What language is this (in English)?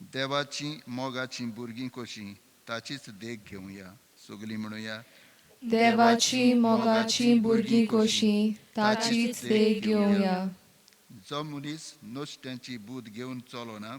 Konkani